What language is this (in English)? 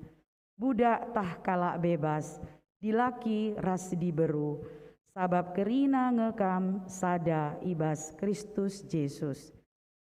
Batak Karo